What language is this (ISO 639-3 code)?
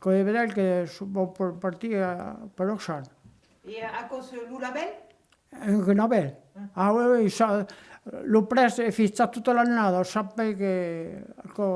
oci